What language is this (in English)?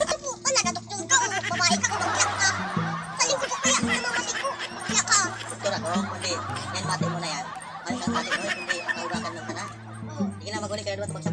Bikol